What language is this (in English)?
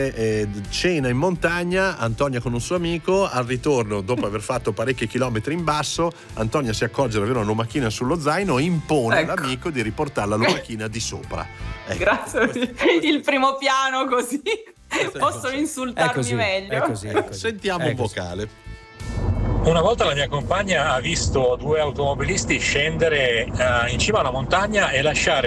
Italian